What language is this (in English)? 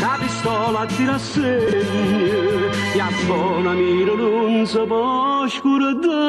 Neapolitan